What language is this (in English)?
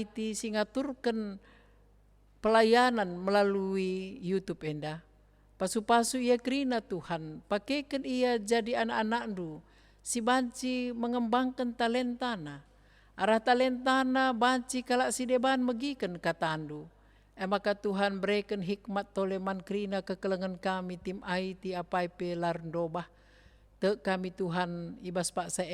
Batak Karo